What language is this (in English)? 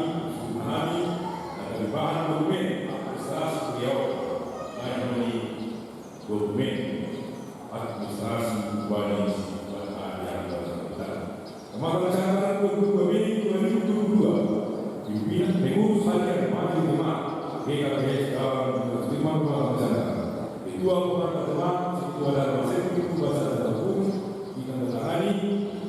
Batak Simalungun